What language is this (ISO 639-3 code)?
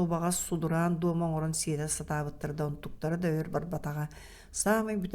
sah